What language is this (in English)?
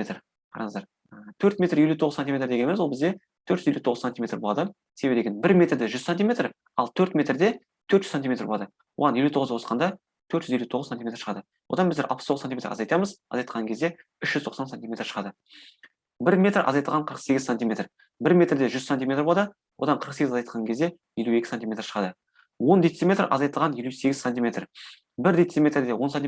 Kazakh